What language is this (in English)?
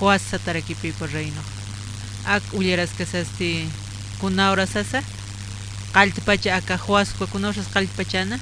Aymara